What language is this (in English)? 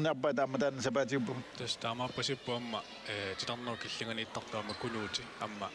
Kalaallisut